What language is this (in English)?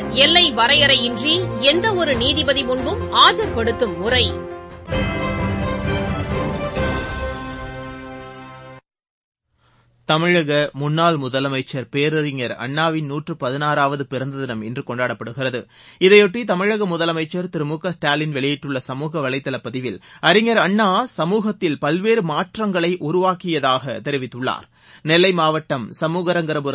Tamil